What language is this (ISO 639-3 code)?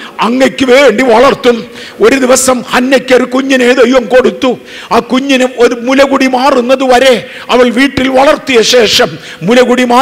mal